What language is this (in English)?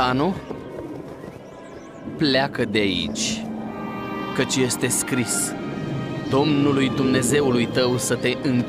Romanian